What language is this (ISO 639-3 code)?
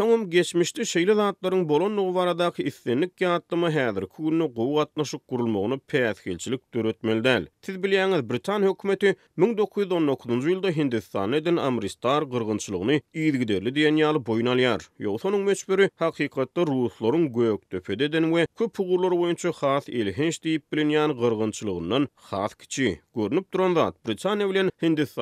tuk